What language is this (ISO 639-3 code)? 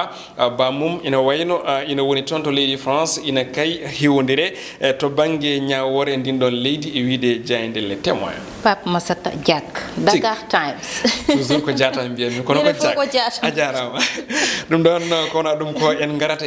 ful